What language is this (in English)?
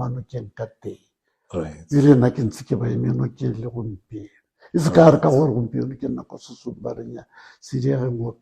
Tswana